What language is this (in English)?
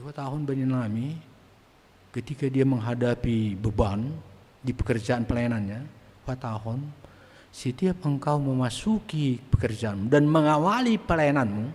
Batak Simalungun